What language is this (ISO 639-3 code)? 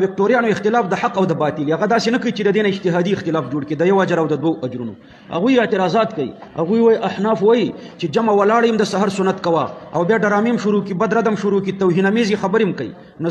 pus